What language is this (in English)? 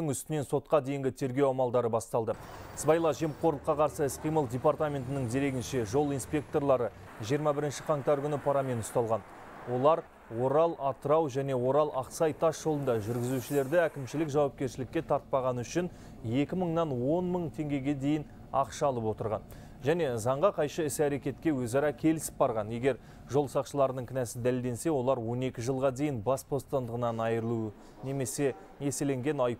Kazakh